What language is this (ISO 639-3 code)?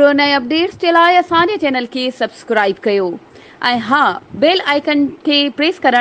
snd